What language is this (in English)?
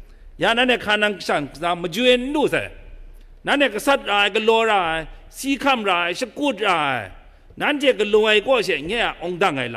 Kachin